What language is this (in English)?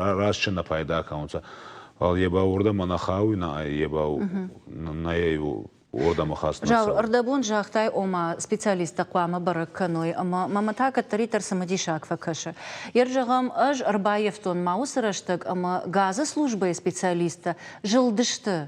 Ossetic